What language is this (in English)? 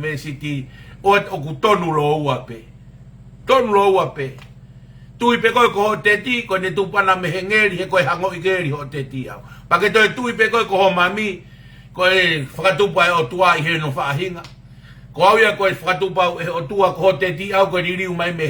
Tongan